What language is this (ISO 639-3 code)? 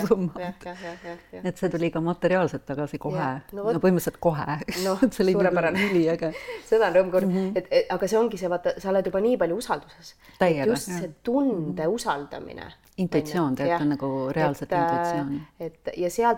est